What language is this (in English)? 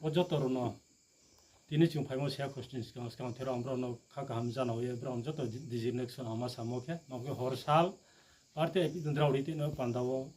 Riang (India)